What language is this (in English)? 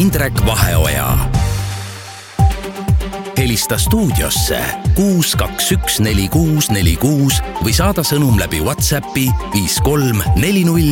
Estonian